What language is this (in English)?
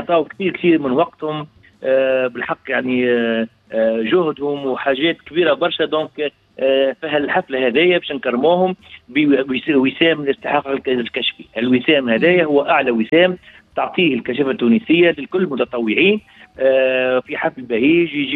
Tunisian Arabic